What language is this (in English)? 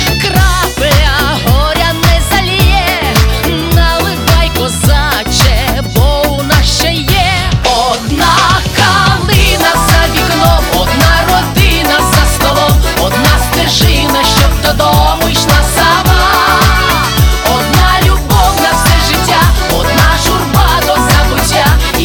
Ukrainian